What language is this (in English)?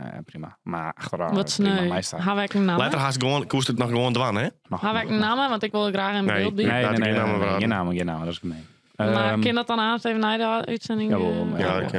Western Frisian